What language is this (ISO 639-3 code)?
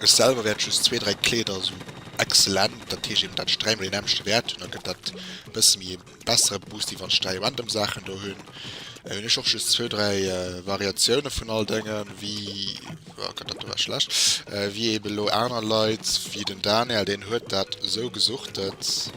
ltz